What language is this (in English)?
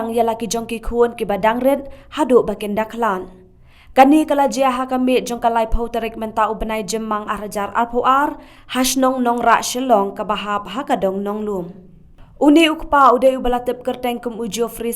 Khasi